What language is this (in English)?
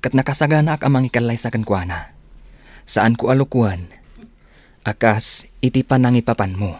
Iloko